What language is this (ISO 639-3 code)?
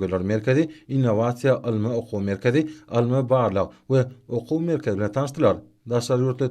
tuk